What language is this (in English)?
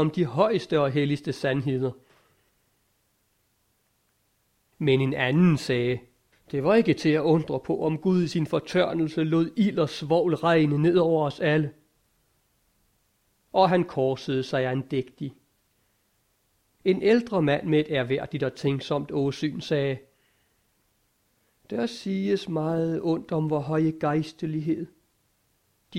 Danish